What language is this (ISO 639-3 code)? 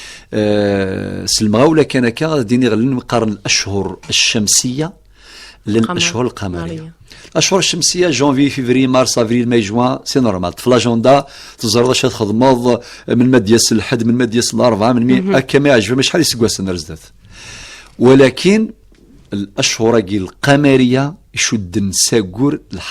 kab